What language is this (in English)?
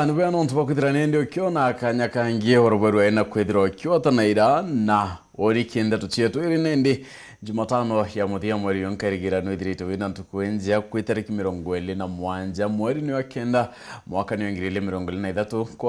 Meru